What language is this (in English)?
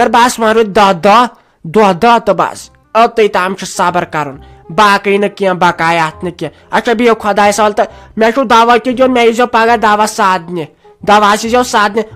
Kashmiri